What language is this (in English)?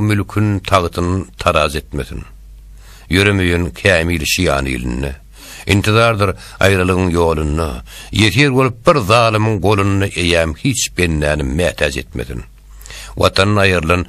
Turkmen